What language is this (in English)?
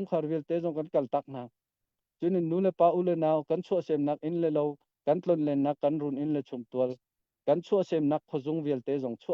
Hakha Chin